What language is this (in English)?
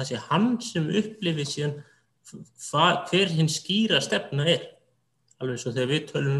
Icelandic